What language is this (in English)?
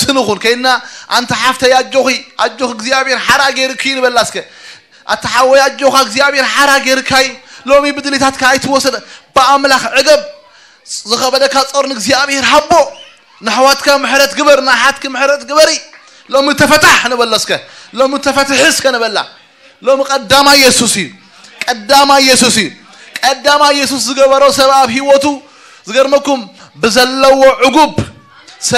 Tigrinya